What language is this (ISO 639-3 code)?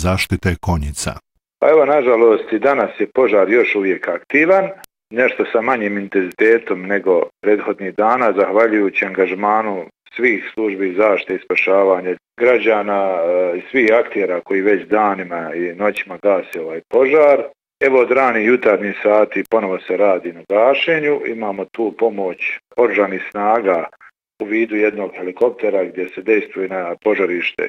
bos